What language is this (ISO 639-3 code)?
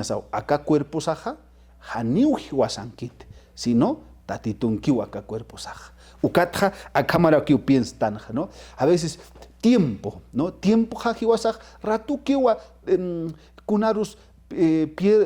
aym